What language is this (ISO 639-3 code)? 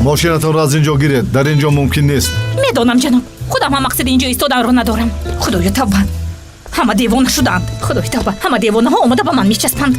tgk